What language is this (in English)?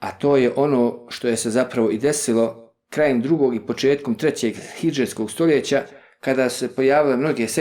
Bosnian